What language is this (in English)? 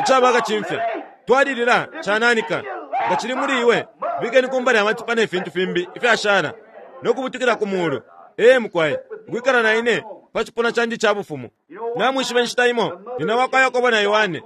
Bemba